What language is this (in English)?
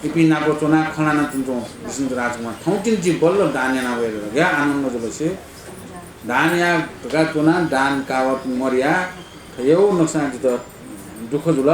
Newari